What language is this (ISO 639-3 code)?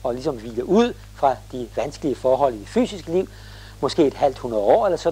dan